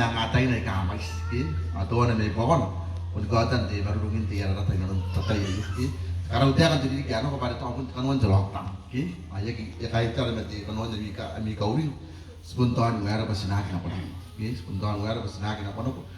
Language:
Gilbertese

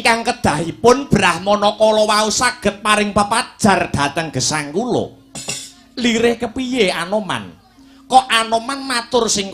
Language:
Javanese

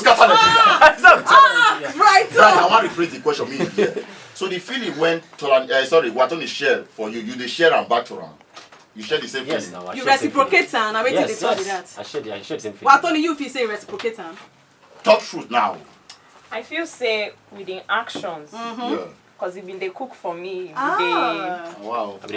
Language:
Nigerian Pidgin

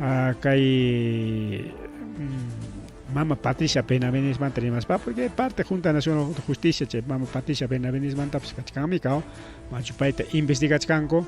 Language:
Ayacucho Quechua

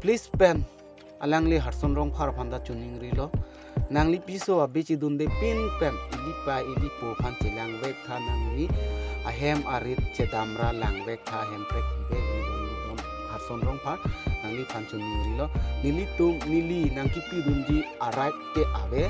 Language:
Karbi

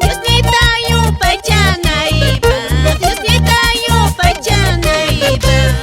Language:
Quechua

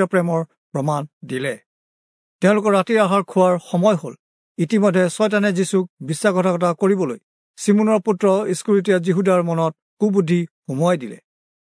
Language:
Assamese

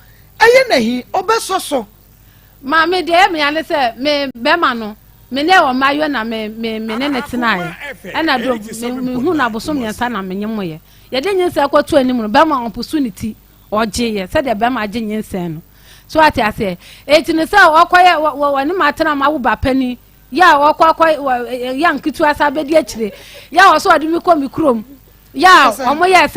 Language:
Akan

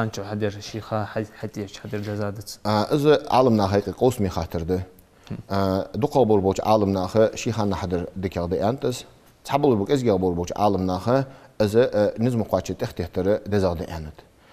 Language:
Ingush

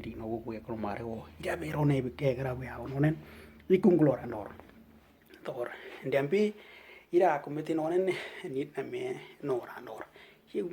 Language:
Western Dani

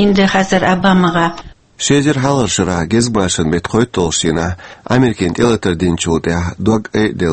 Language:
Chechen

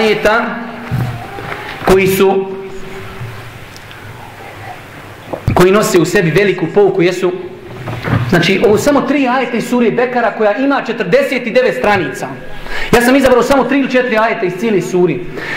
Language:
Bosnian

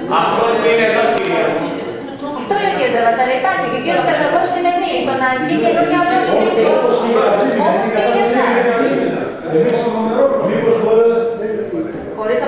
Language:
Greek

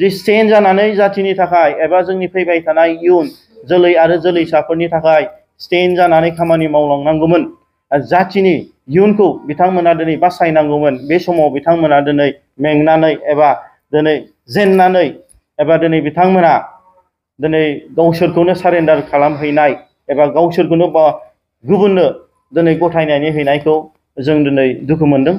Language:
Bodo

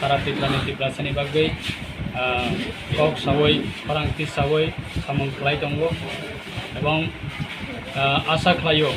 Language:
Kok Borok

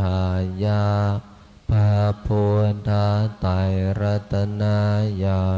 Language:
Pali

